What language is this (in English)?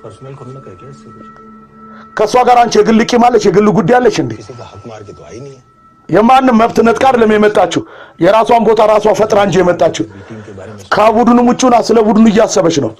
Amharic